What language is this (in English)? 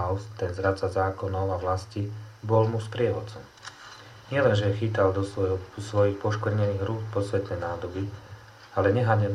Slovak